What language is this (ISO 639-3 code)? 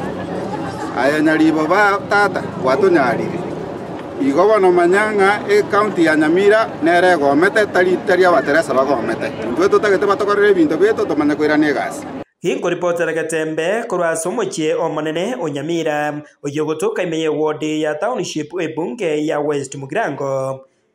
guz